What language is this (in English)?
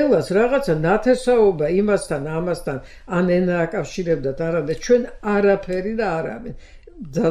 Georgian